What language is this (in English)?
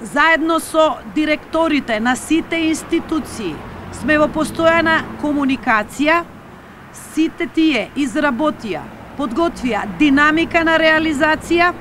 Macedonian